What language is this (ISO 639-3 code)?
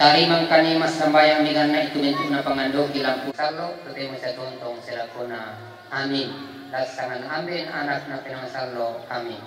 sda